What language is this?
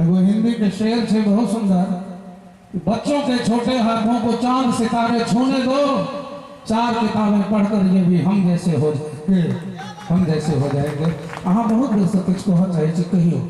Maithili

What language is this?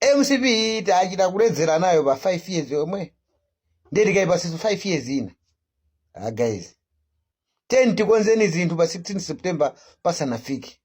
Nyanja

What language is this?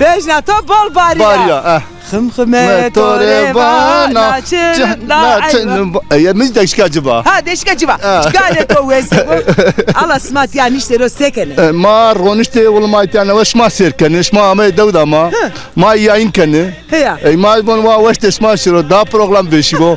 Zaza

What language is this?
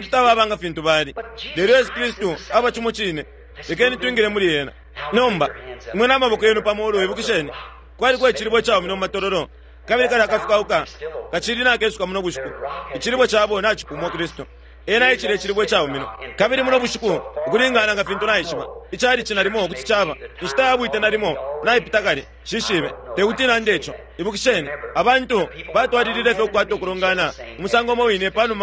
Bemba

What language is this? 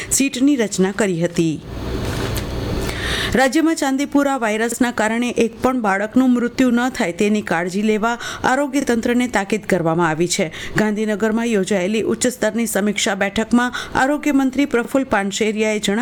Gujarati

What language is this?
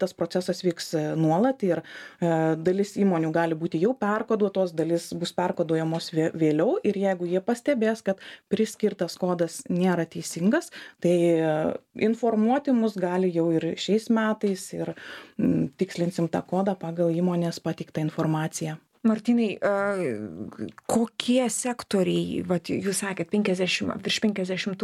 Lithuanian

